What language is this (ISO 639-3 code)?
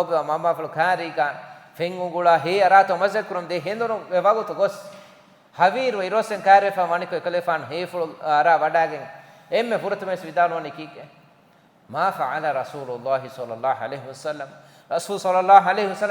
div